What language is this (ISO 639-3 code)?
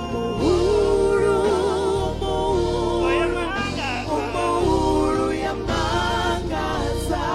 ven